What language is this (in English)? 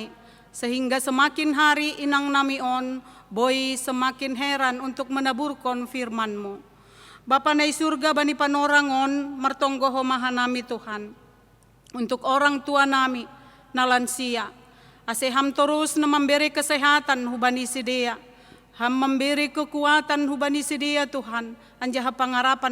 Batak Simalungun